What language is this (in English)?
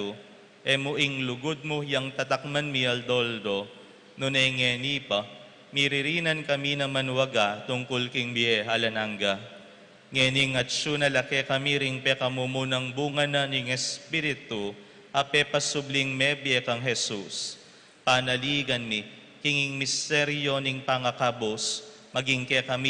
Pampanga